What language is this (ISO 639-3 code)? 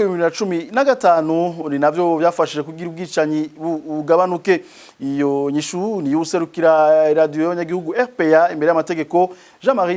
run